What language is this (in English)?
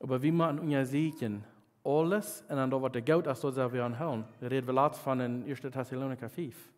Plautdietsch